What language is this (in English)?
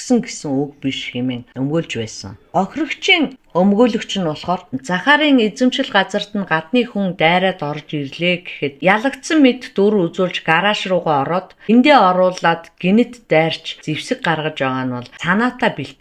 Mongolian